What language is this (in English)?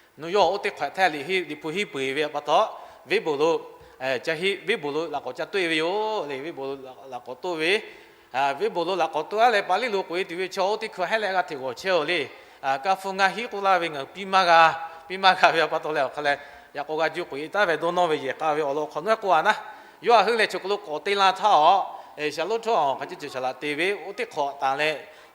Lahu